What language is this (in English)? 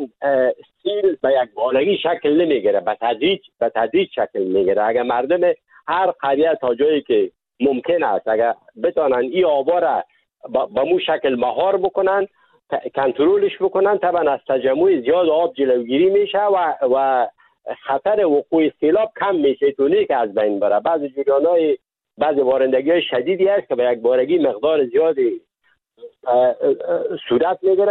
Persian